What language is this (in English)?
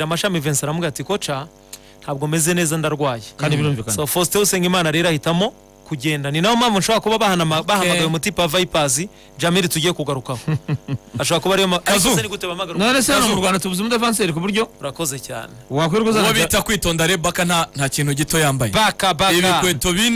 Kinyarwanda